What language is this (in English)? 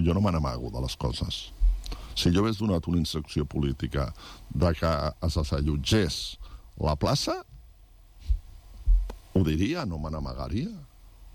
Catalan